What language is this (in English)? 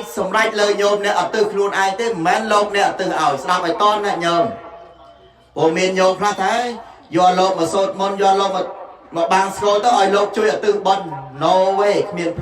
Khmer